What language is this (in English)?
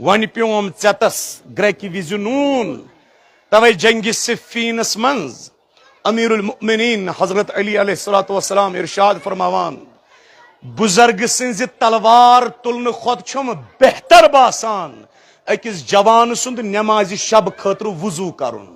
Kashmiri